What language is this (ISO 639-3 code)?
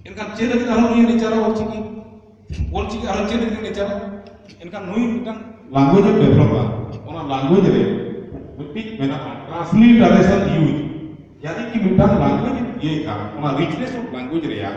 sat